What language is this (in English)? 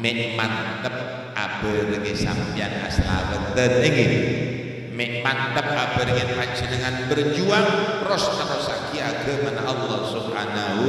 Madurese